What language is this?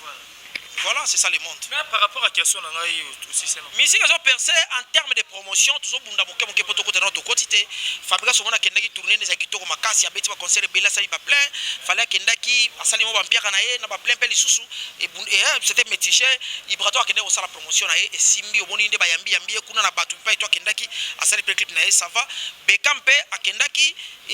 Lingala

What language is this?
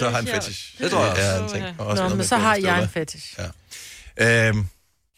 Danish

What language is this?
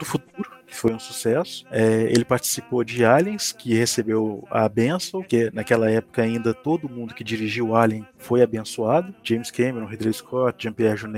Portuguese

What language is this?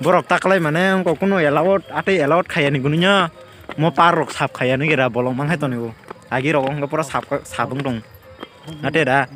Kok Borok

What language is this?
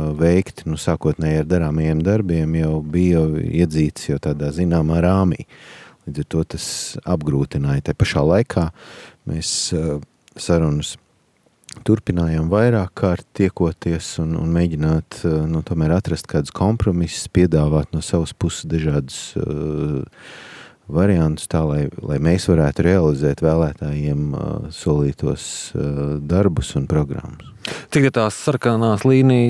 Latvian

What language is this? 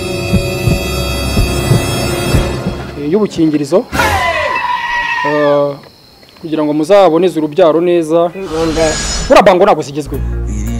Kinyarwanda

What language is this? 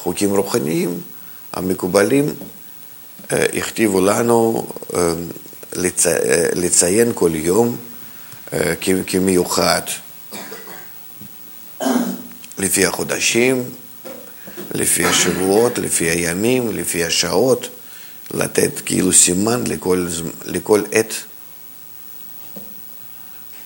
Hebrew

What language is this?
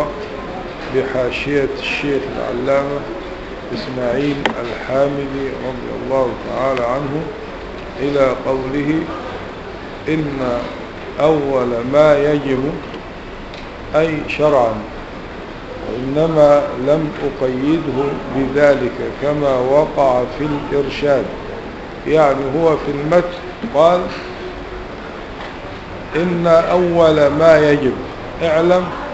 Arabic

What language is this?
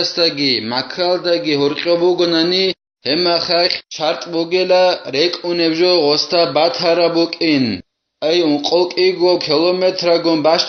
Avaric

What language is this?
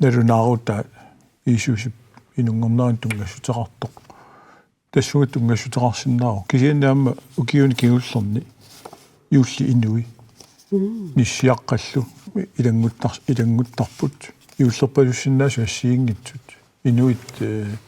Kalaallisut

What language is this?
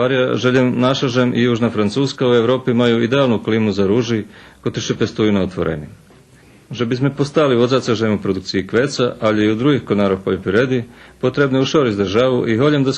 Rusyn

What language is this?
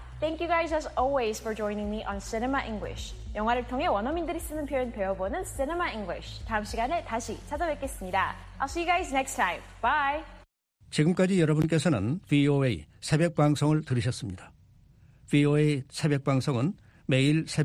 Korean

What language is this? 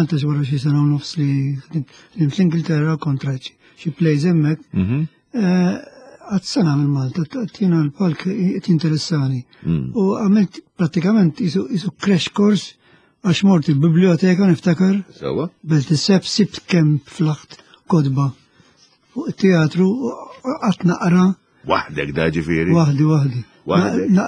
Maltese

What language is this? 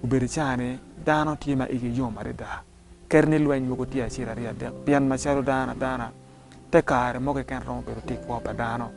Acoli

